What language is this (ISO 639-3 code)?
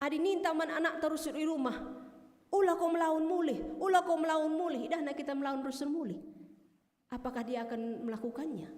btx